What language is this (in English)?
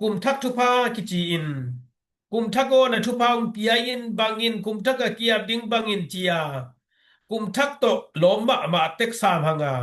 Tedim Chin